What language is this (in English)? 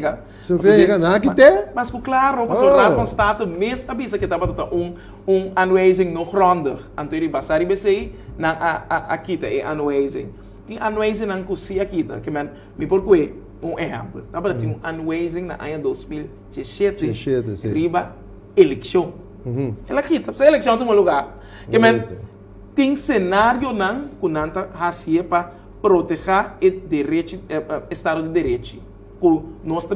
Papiamento